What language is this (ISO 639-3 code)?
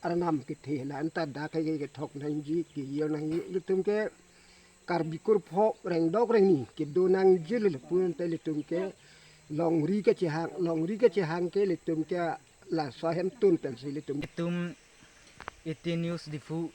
mjw